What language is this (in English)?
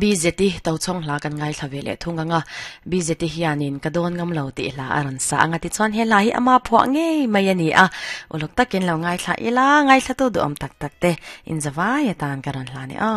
Mizo